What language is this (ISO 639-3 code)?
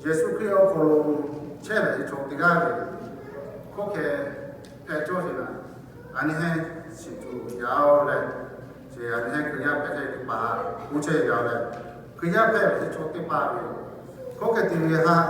lhu